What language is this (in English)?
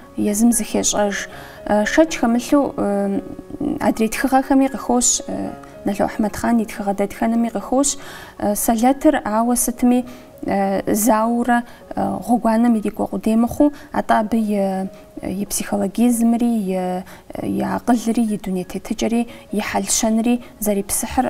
Kabardian